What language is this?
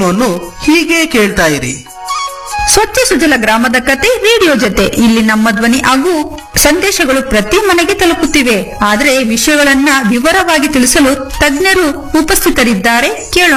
Kannada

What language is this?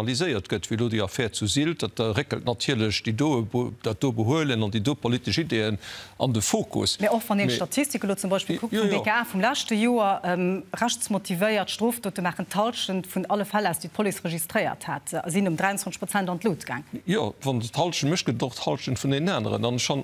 Luxembourgish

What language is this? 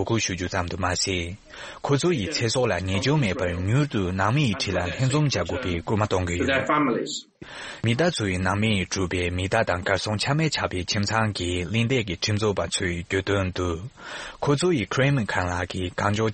Tibetan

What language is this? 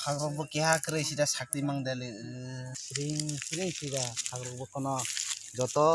Kok Borok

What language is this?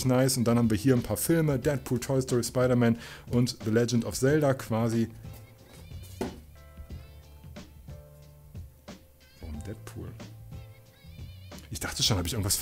German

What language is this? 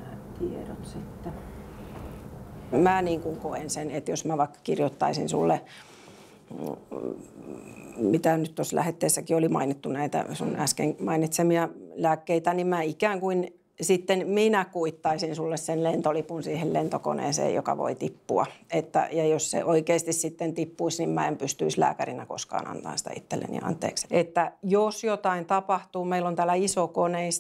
Finnish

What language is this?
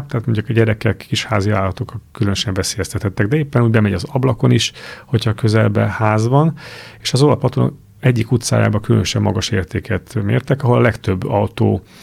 Hungarian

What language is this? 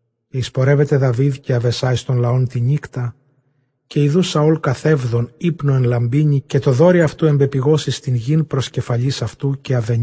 Ancient Greek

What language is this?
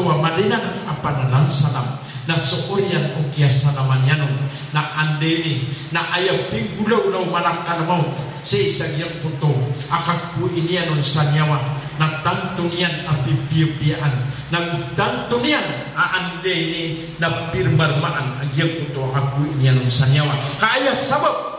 Maranao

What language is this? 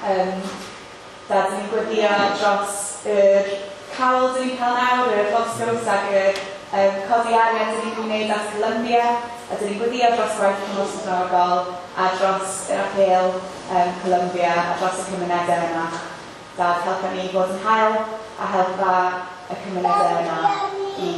Welsh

